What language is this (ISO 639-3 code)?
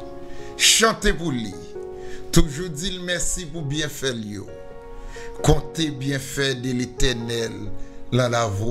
hat